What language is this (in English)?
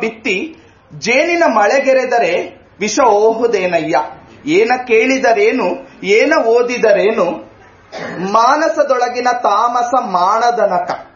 Kannada